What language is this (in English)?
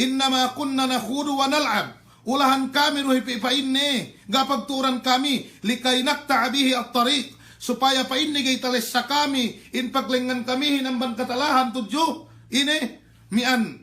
Yakan